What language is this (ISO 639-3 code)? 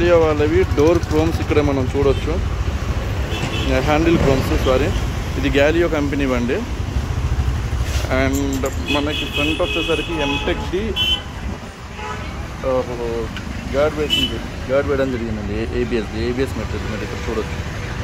tel